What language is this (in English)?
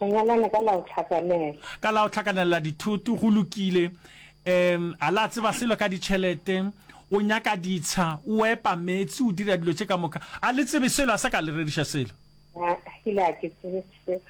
Northern Sotho